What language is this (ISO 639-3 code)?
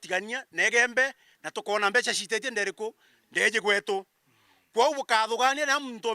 mer